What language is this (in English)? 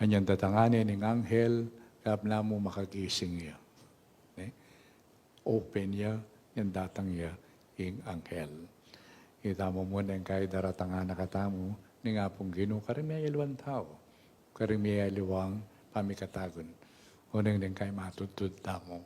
Pampanga